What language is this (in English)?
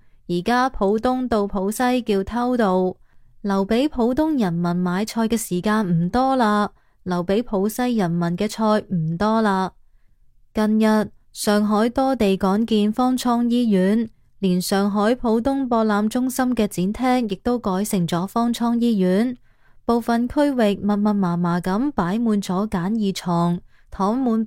Cantonese